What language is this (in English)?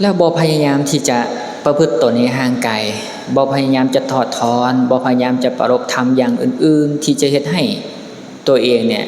Lao